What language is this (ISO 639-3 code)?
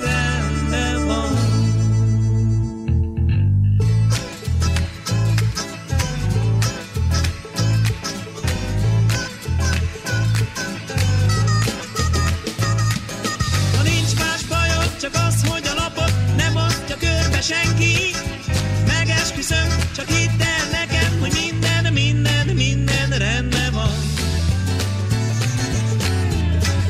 hun